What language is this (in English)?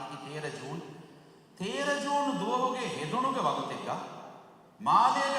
Divehi